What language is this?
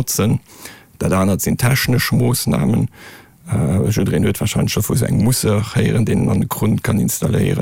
Luxembourgish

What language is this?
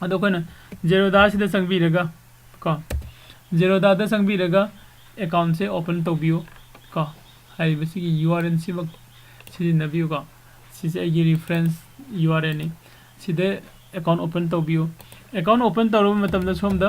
Manipuri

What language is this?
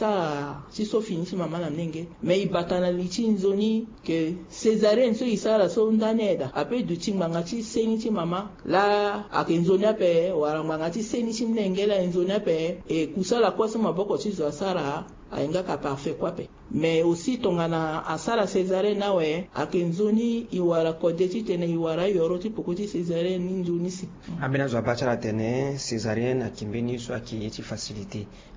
Sango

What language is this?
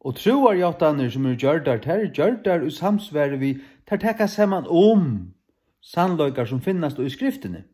Faroese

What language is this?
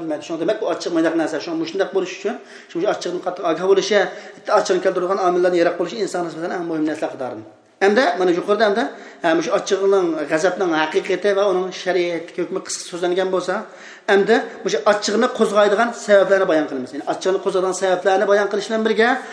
Uyghur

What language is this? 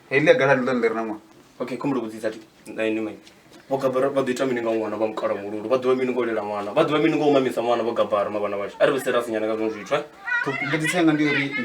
Venda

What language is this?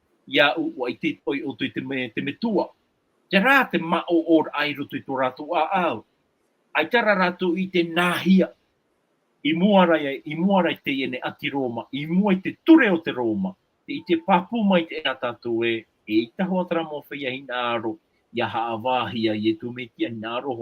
Tahitian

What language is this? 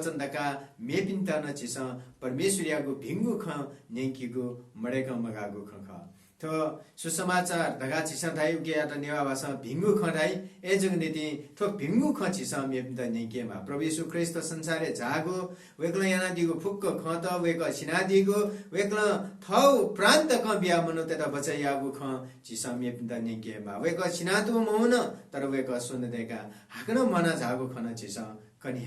Newari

